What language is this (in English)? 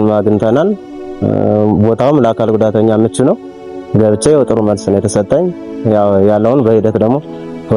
Amharic